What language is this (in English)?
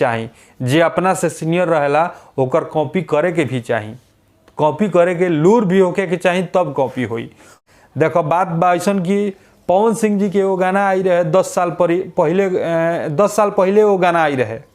Bhojpuri